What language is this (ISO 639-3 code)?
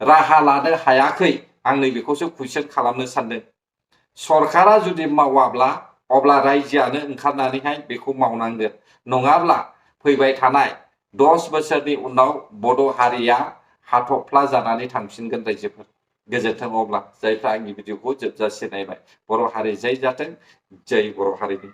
brx